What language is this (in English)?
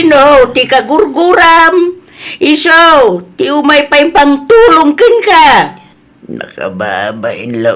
Iloko